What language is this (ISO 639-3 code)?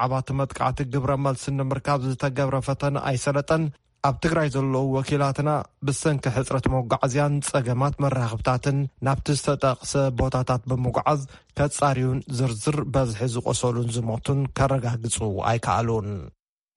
tir